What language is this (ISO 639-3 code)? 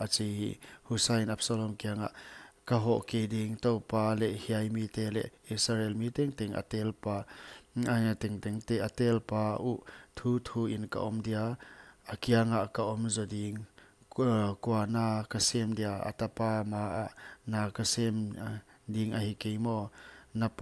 pck